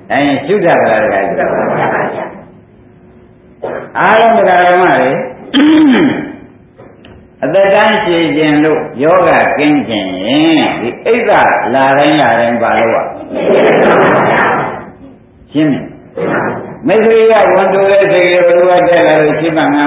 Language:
Burmese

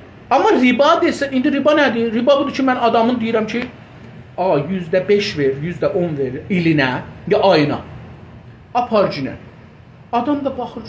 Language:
South Azerbaijani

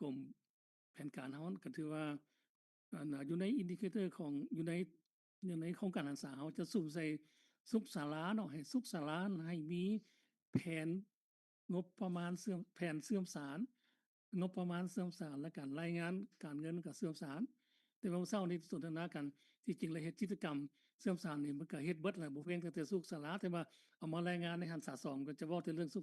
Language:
Lao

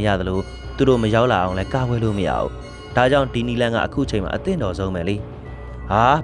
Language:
Burmese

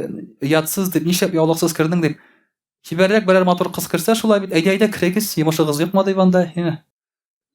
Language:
Tatar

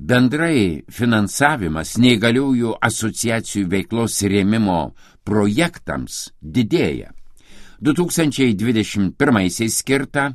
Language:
Lithuanian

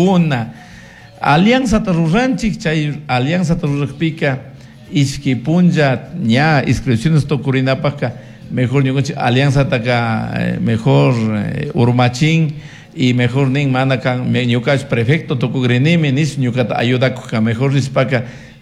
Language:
Chimborazo Highland Quichua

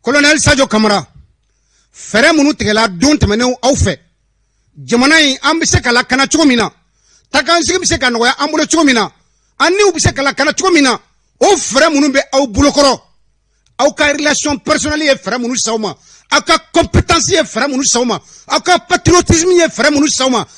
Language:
Bambara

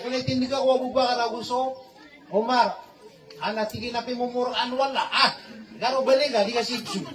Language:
Maranao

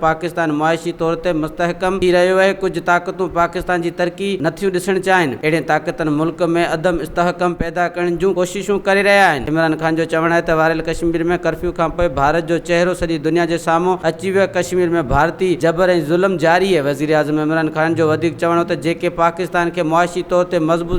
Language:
Sindhi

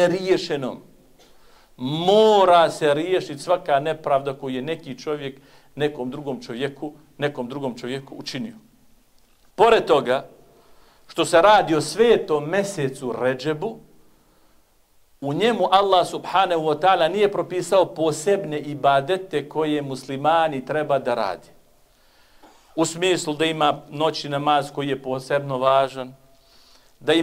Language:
Bosnian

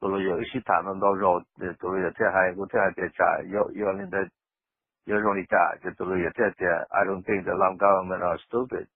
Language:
Hmong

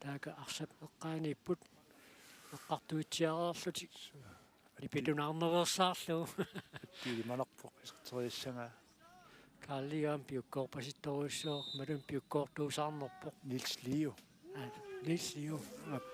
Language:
Kalaallisut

